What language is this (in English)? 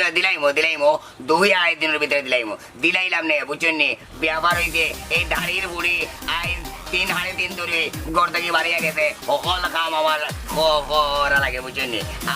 Sylheti